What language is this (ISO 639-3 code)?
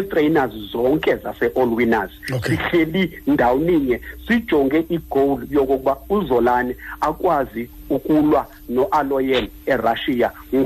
xho